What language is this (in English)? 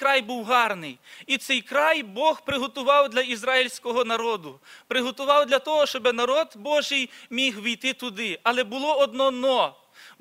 Ukrainian